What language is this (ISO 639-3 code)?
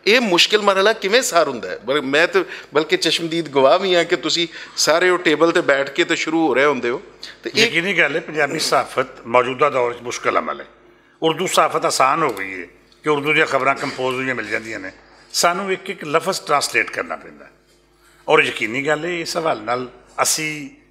lah